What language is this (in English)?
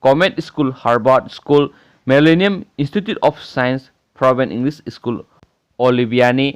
Manipuri